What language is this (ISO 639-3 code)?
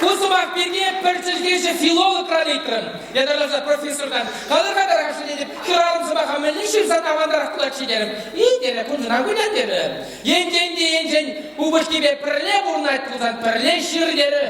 chv